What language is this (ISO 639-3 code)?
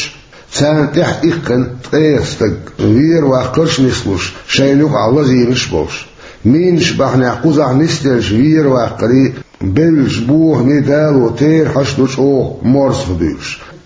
che